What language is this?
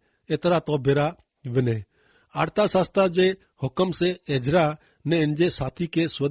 Kachhi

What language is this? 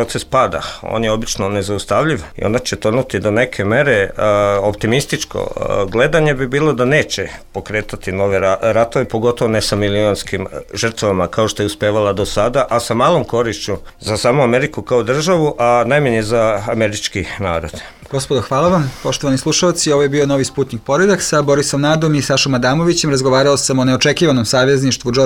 Serbian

